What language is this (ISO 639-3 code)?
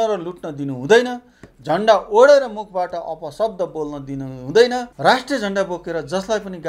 nep